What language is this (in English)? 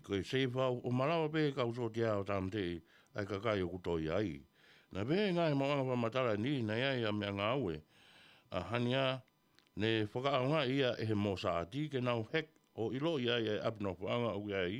Tongan